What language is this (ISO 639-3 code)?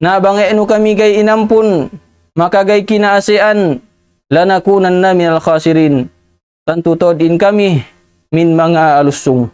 tsg